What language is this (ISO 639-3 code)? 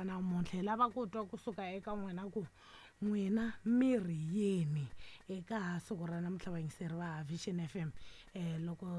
tso